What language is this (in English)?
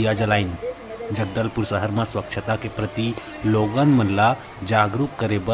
Chhattisgarhi